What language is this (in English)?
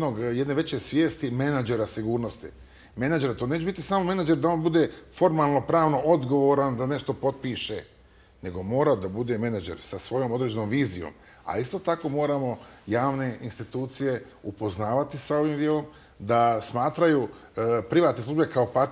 Bosnian